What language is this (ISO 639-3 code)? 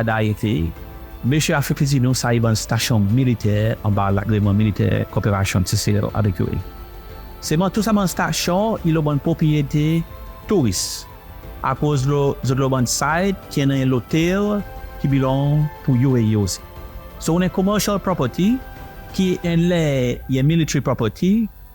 crs